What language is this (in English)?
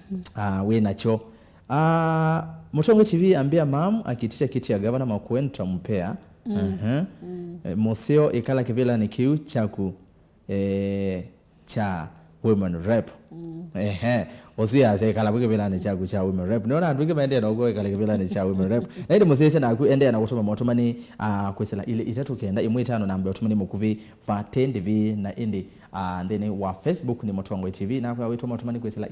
Kamba